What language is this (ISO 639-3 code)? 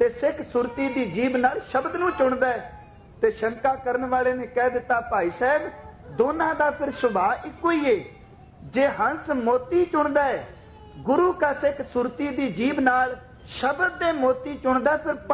pan